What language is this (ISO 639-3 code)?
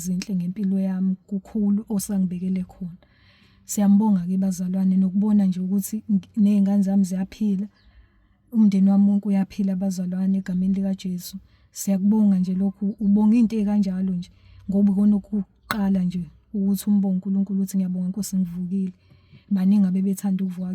zul